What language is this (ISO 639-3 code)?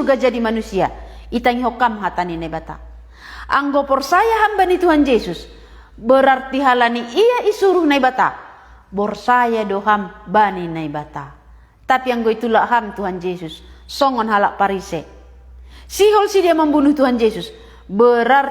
bts